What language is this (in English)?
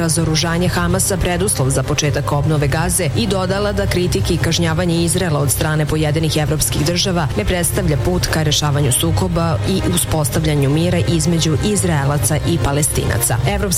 Serbian